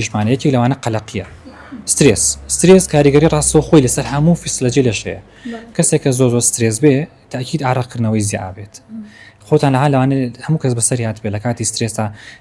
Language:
Central Kurdish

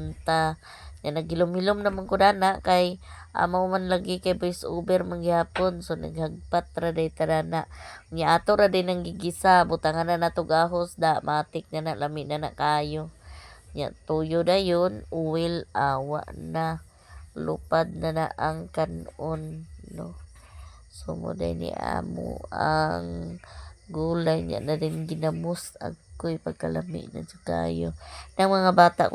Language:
Cebuano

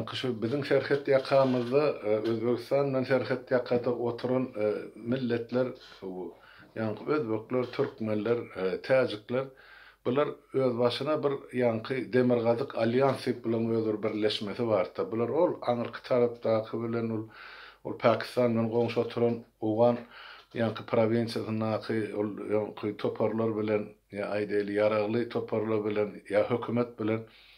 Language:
Turkmen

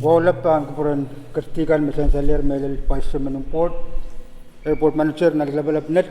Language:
Pohnpeian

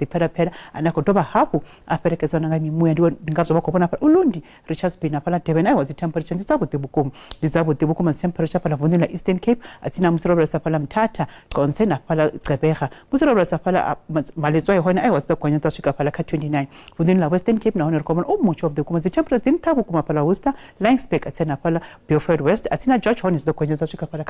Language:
Venda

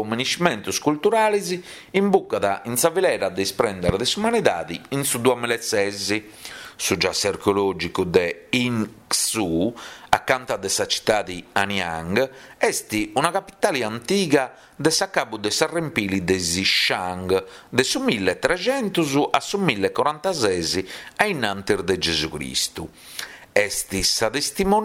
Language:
Sardinian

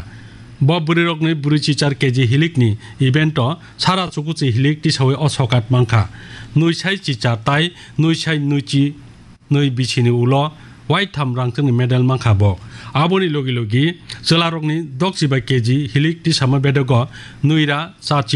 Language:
Kok Borok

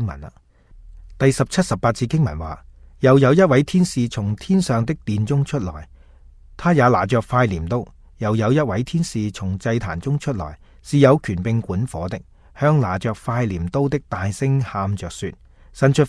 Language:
Cantonese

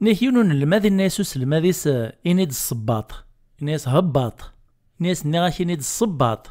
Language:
Kabyle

